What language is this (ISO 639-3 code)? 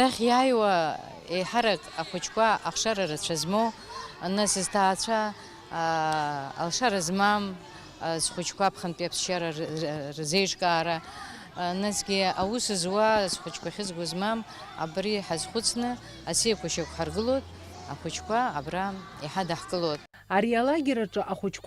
abk